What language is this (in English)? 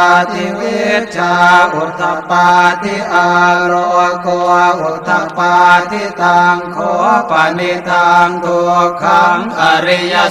Pali